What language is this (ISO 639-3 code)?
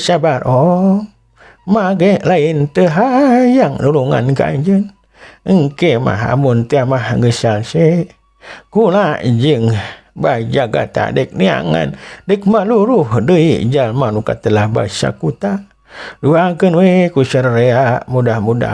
sun